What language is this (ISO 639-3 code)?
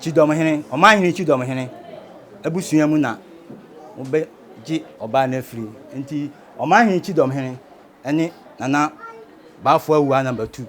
aka